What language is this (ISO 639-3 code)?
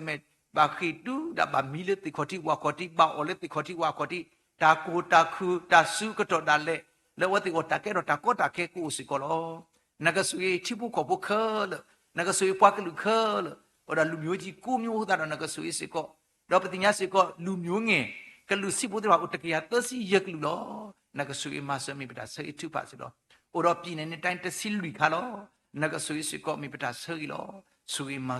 ksw